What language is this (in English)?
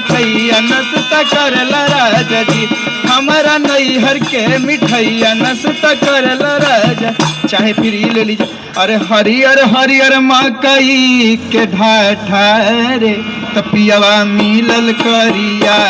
Magahi